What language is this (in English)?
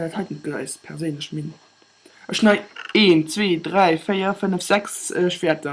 Luxembourgish